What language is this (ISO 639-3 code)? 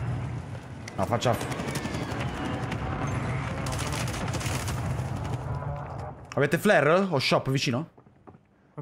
ita